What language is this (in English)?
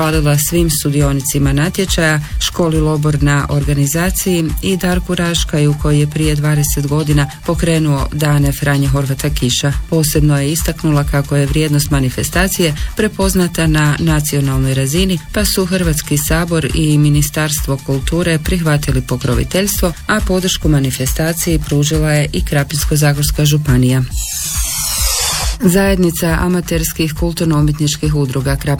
Croatian